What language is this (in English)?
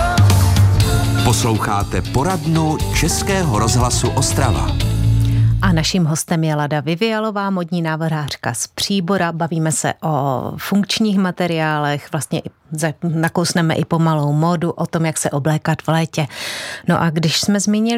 Czech